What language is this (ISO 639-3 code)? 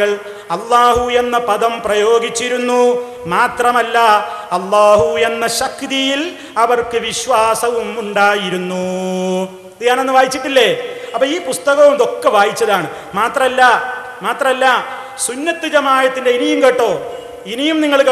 mal